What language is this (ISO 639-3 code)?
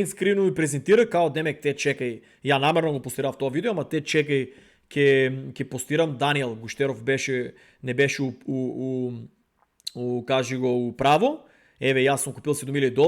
mkd